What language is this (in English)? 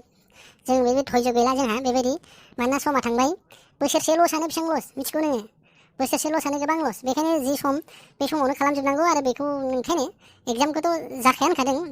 Bodo